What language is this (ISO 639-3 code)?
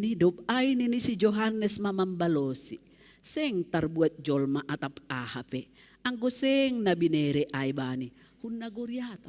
bts